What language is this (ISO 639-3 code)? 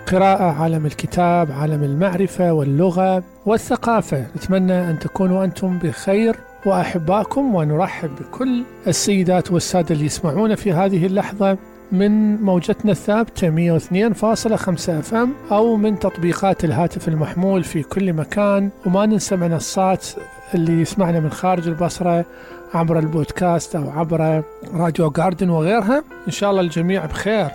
acm